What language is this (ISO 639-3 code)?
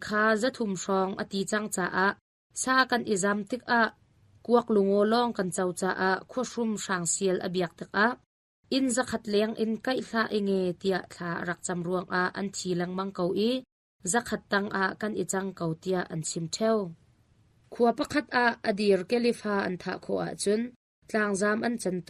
cnh